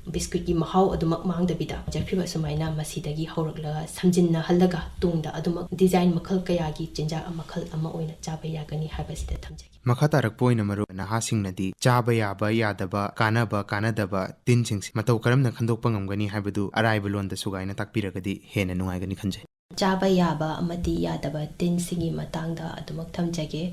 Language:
Manipuri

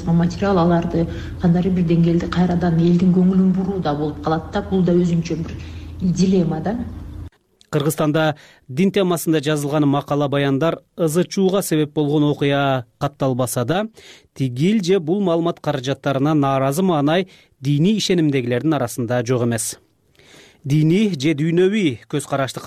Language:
Kyrgyz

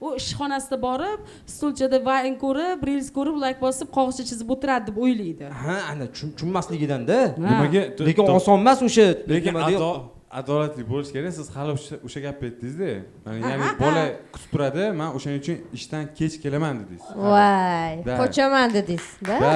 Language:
Uzbek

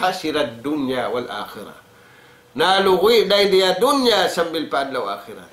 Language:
Tausug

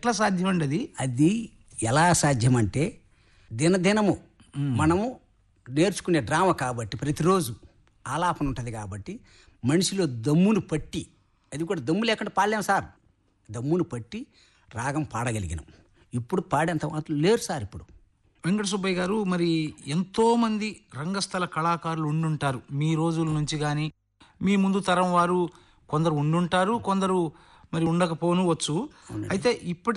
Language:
Telugu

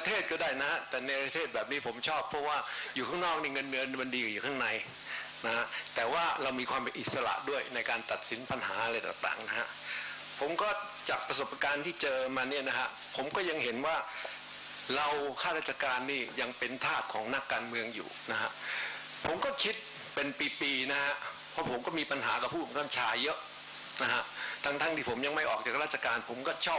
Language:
Thai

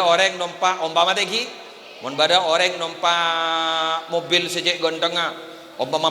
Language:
Madurese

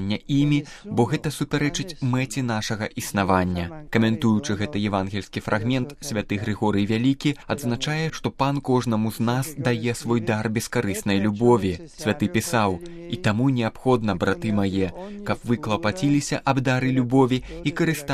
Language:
Belarusian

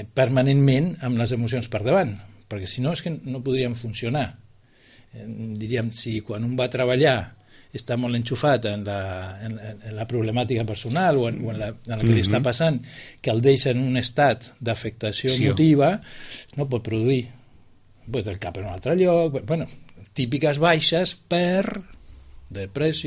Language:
Catalan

